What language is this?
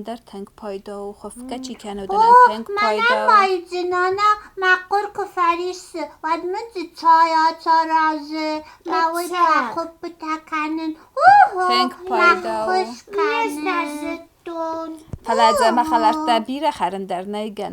Ossetic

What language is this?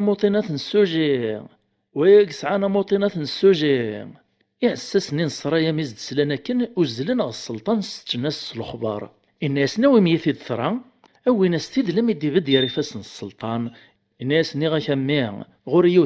Kabyle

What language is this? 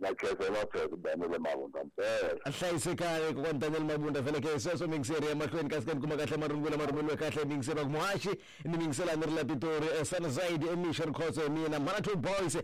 Tsonga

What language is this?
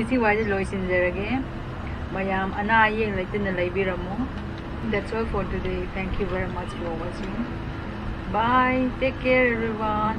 Manipuri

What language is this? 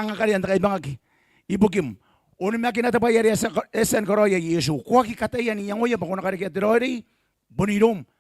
Gilbertese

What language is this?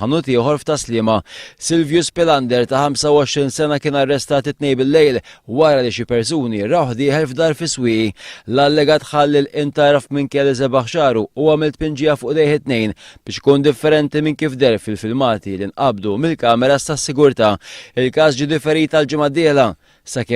Maltese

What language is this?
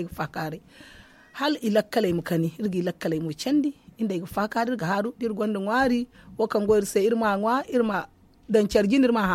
Zarma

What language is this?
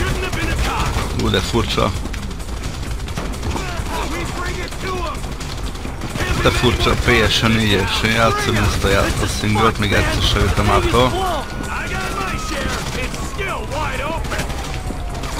Hungarian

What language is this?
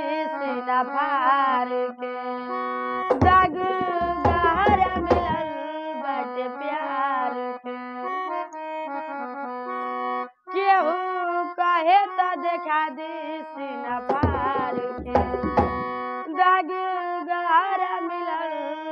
Bhojpuri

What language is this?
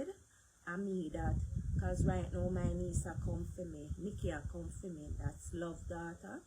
Jamaican Creole English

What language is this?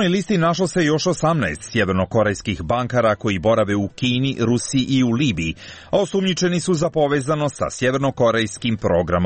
Serbian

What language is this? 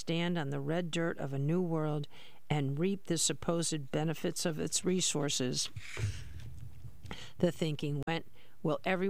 English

